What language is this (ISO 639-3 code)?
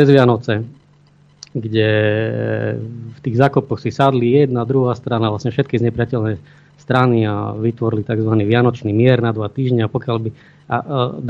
slk